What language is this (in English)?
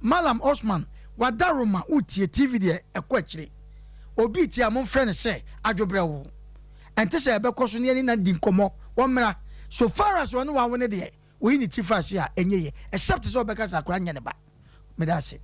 Akan